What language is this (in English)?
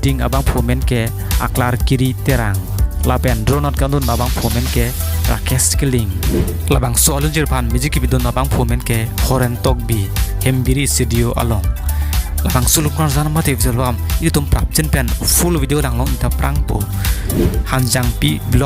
Karbi